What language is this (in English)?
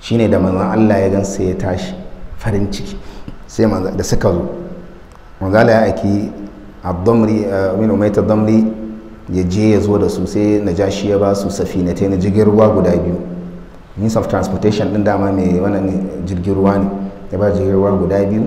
Hausa